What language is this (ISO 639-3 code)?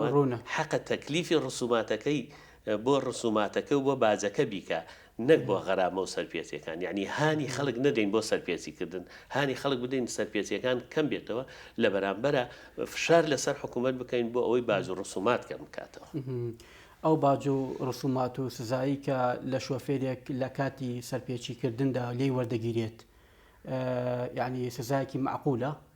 ckb